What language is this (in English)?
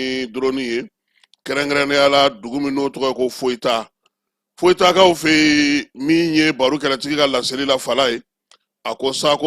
Bambara